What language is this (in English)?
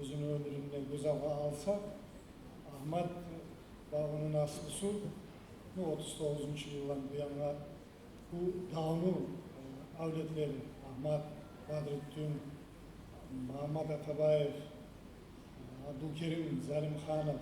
Kumyk